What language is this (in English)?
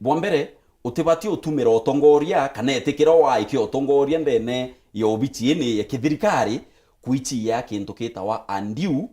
Meru